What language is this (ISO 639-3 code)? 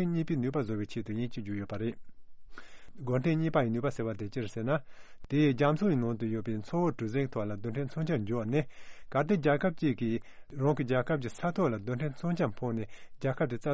bod